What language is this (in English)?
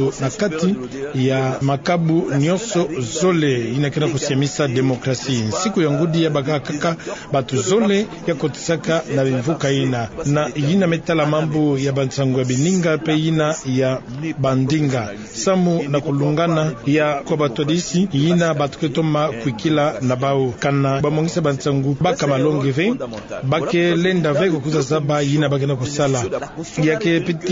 Kituba (Democratic Republic of Congo)